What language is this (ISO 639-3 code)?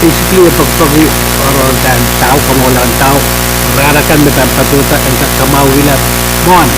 pon